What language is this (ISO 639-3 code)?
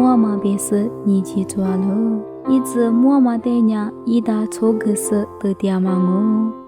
lis